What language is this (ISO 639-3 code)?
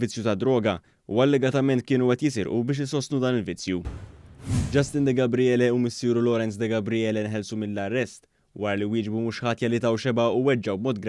mlt